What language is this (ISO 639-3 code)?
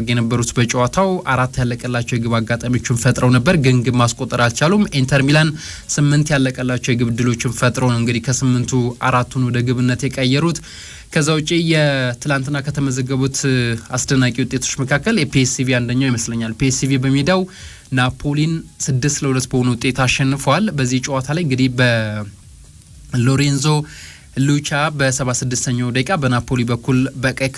amh